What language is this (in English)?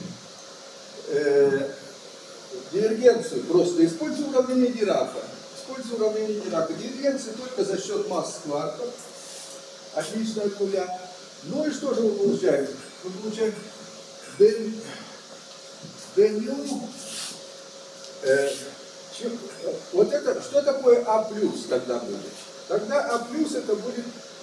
Russian